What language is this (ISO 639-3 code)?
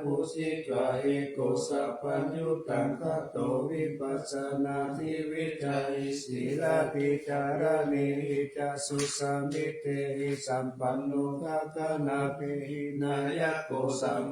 pli